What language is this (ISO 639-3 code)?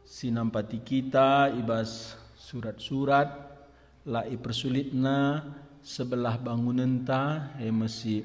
btx